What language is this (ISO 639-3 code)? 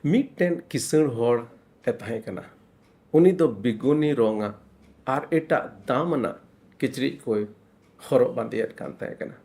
sat